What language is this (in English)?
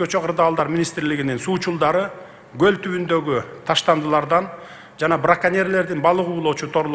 Kyrgyz